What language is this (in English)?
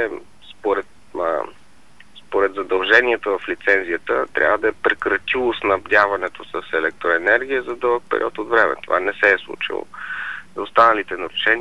Bulgarian